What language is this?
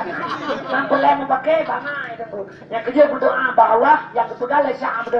Achinese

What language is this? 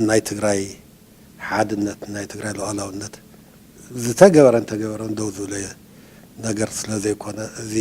Tigrinya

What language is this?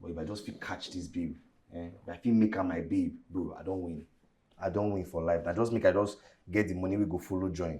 Nigerian Pidgin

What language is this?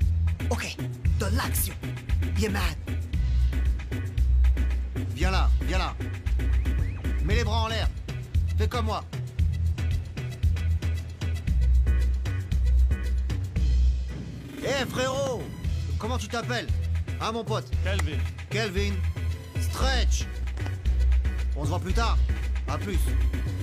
French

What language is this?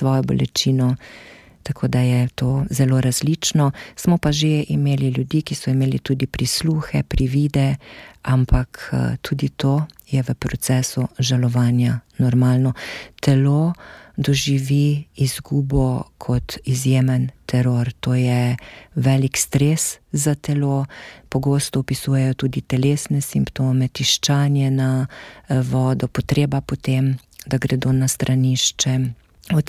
Slovenian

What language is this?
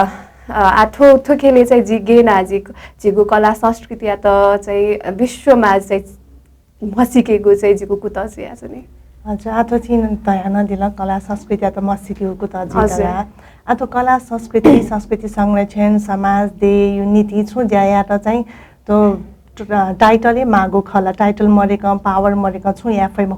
Newari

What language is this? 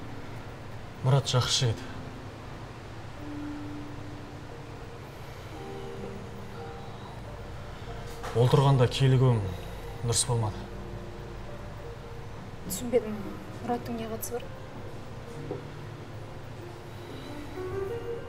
Kazakh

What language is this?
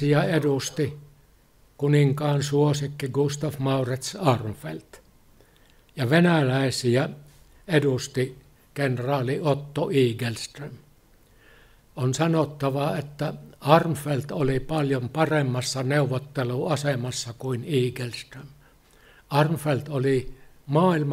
Finnish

